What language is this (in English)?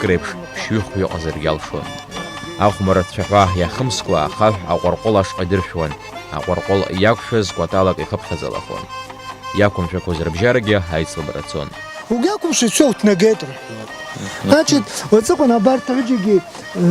Abkhazian